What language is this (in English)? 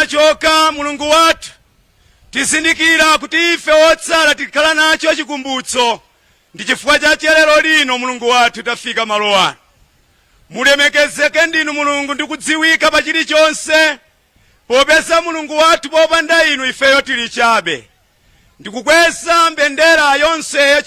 Nyanja